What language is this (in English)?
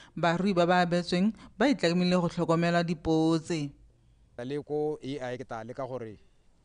Tswana